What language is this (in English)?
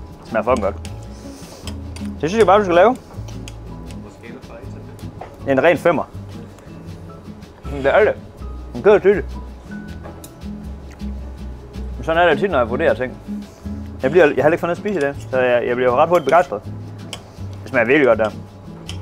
Danish